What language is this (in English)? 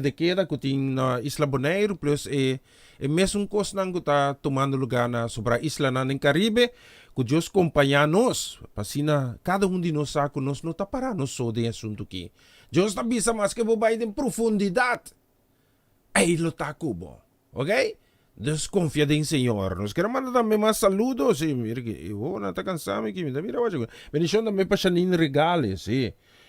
Papiamento